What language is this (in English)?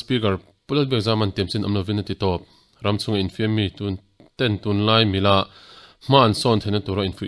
Mizo